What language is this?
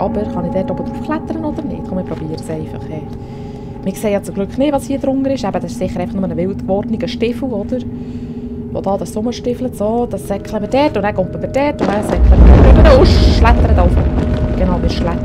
Swiss German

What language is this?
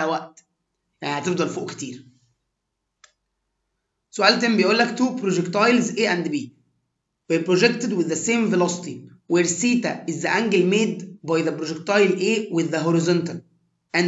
Egyptian Arabic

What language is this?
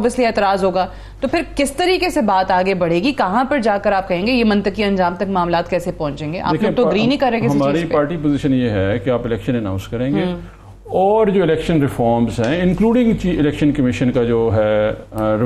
Urdu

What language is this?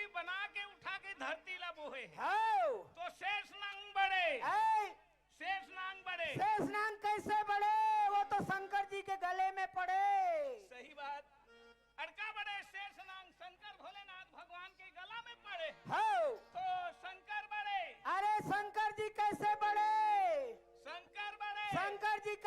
Chhattisgarhi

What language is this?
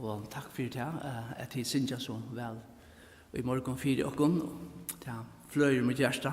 Faroese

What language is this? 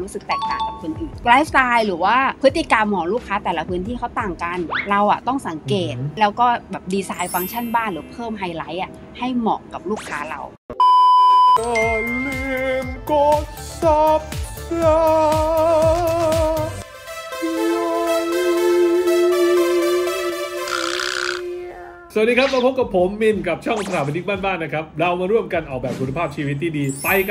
Thai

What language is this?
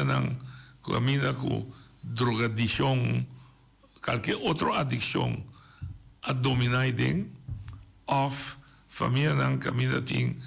Papiamento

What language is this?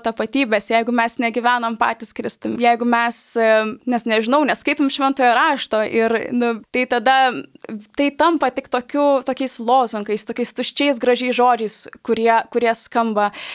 Lithuanian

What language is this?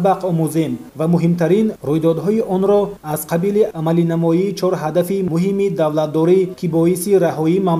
Tajik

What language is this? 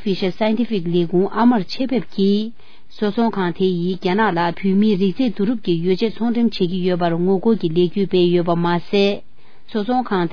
Tibetan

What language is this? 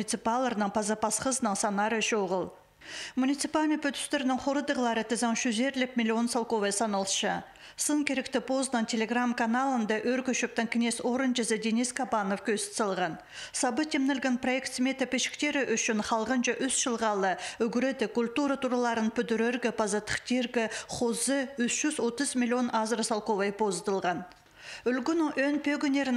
Khakas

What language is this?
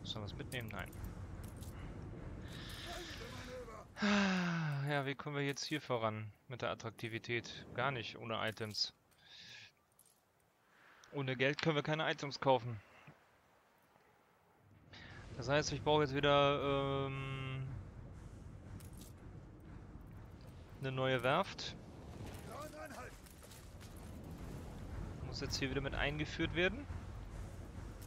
German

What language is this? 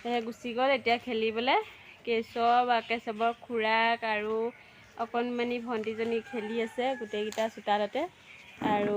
Assamese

